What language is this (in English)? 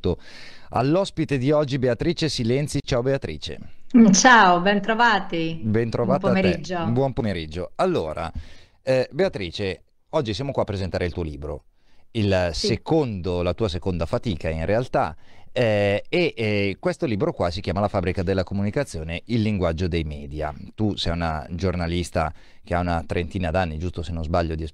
Italian